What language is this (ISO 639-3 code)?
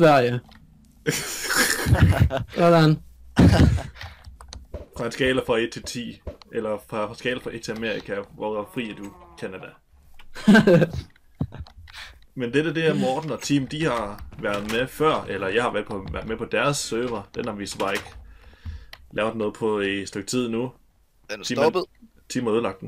dan